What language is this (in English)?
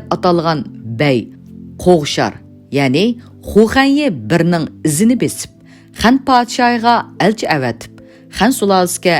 Uyghur